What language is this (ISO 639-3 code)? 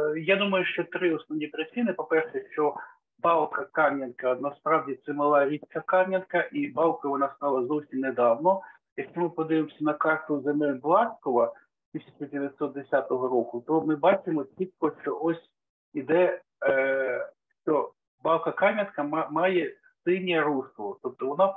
ukr